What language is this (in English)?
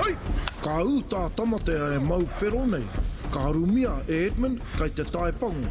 Māori